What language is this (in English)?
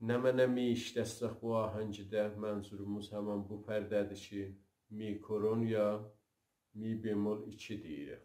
South Azerbaijani